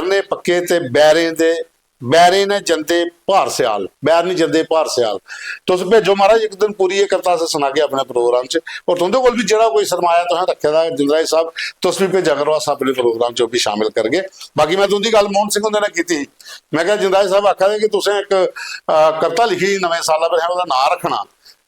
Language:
Dogri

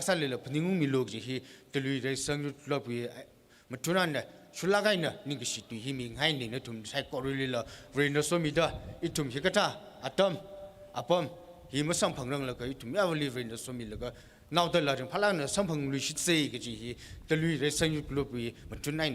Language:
Tangkhul Naga (India)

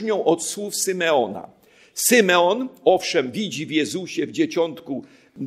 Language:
Polish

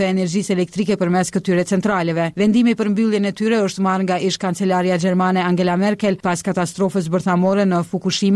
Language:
Albanian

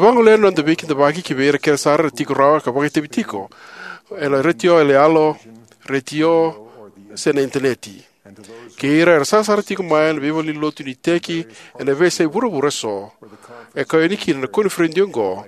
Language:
Fijian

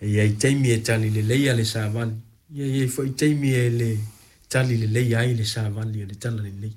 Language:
Samoan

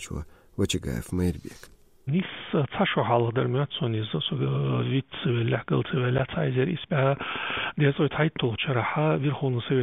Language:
Chechen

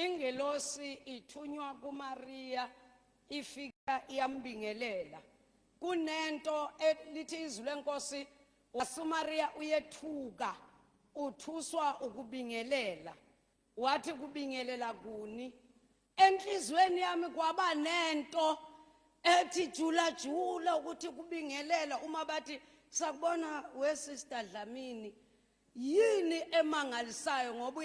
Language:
Zulu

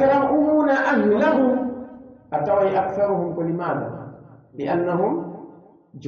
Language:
Pular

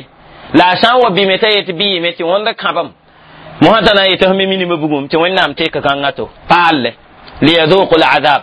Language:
Mossi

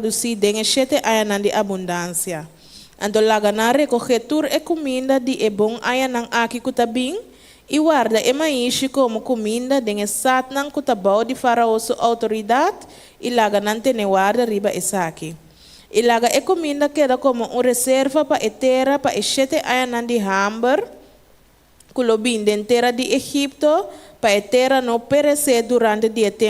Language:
Papiamento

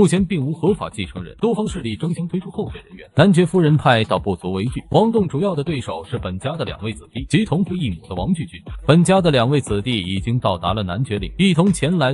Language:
Chinese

